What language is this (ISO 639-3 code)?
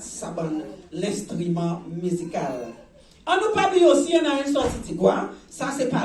crs